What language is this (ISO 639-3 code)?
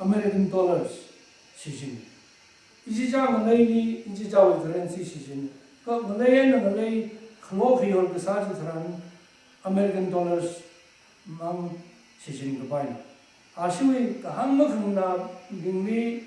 nmf